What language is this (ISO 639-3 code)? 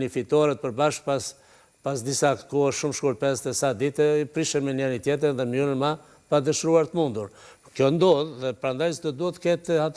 sqi